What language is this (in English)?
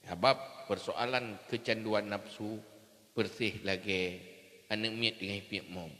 Achinese